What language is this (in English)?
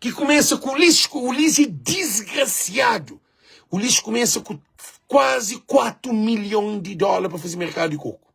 Kabuverdianu